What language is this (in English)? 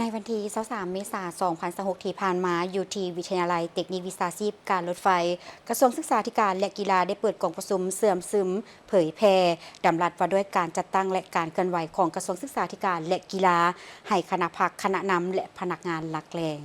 Lao